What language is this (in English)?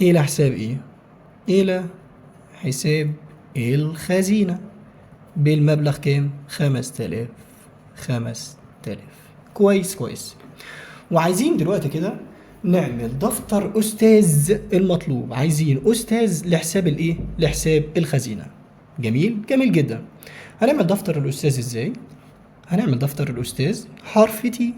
Egyptian Arabic